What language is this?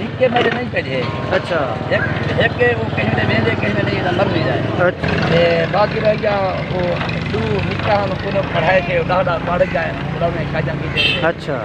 Saraiki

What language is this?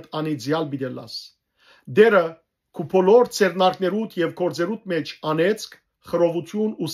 Western Armenian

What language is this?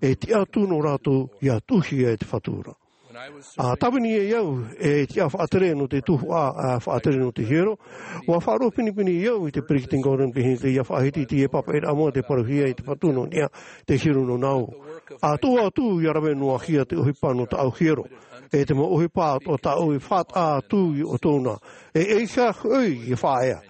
Tahitian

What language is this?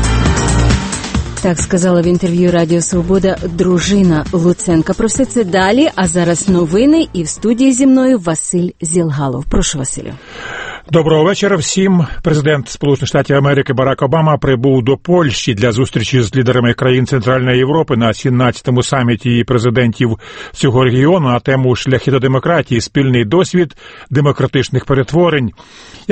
Ukrainian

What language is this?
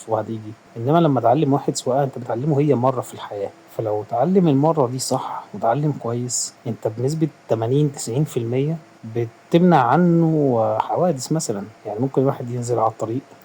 Egyptian Arabic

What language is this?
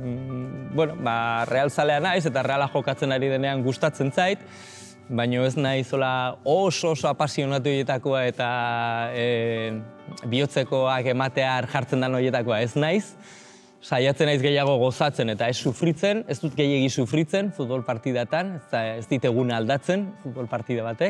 Basque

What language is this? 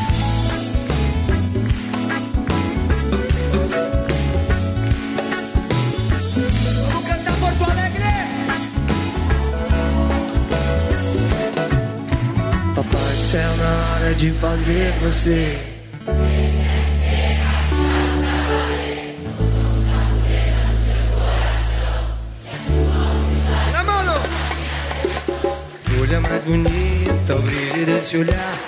Portuguese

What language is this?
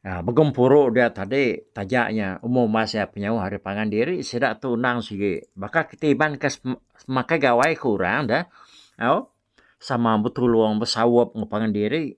Iban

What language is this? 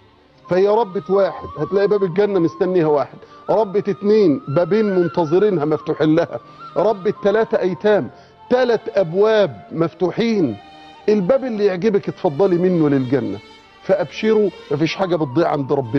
Egyptian Arabic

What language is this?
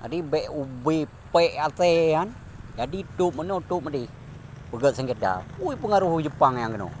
Achinese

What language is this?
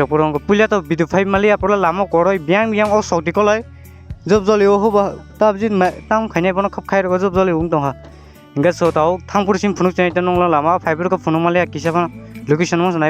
Kok Borok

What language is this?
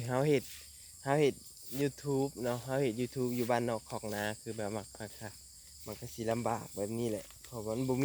Lao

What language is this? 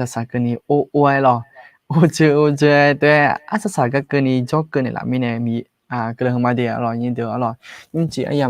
Akha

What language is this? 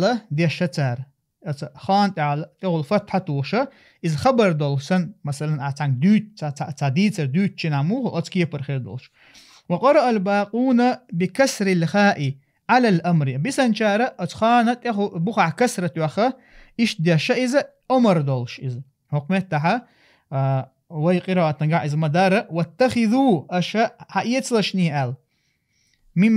Chechen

